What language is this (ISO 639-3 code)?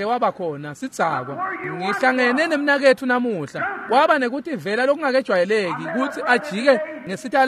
ssw